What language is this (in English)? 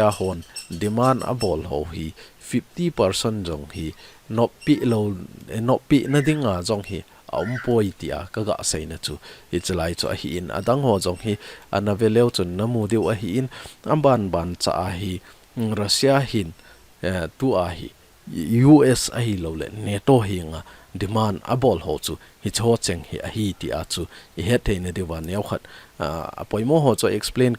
Thado Chin